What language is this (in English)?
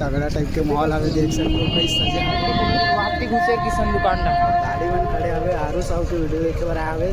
Chhattisgarhi